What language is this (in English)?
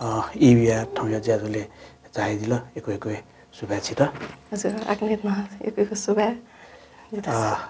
Newari